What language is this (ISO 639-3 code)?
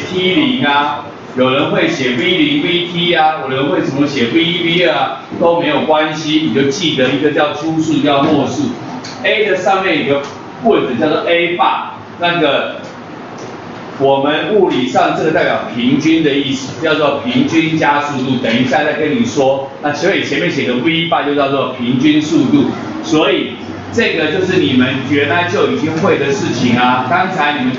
zho